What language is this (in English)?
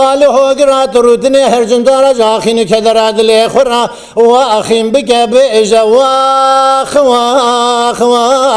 Kurdish